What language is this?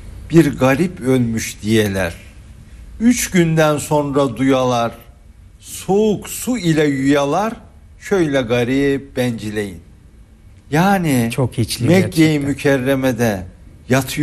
Turkish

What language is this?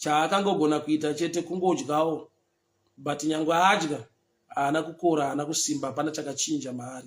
Shona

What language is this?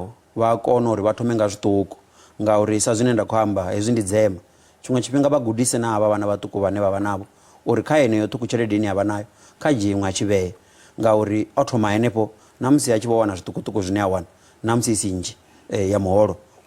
Venda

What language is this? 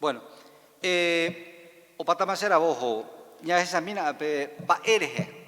Guarani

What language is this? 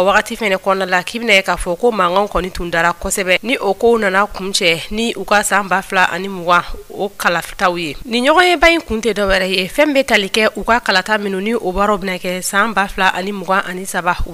Bambara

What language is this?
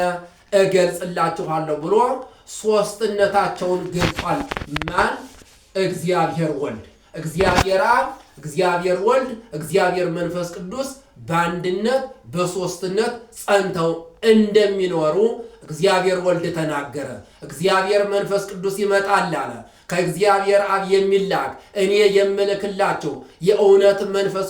Amharic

